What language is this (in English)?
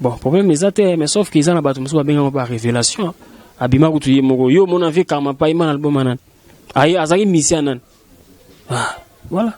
Lingala